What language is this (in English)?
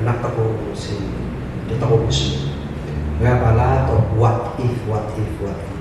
Kankanaey